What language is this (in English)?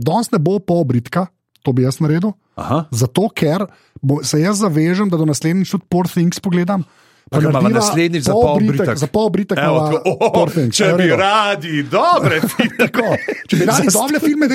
Slovenian